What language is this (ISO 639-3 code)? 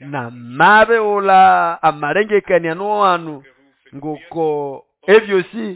nnb